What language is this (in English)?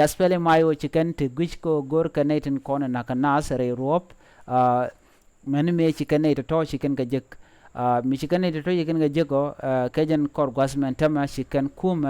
Nuer